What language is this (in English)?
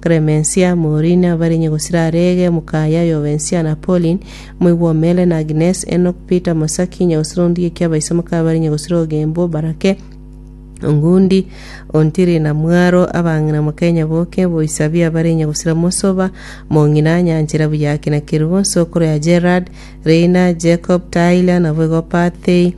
Gusii